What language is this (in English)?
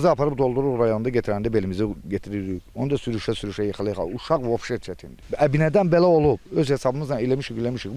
Azerbaijani